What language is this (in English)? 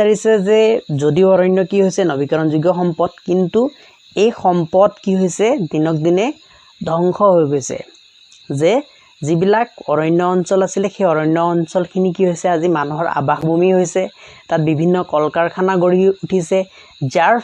Assamese